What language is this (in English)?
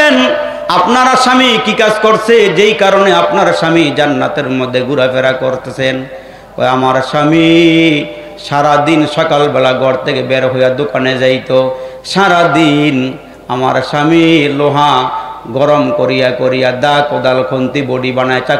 Bangla